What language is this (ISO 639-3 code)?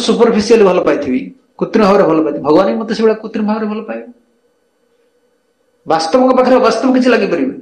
ori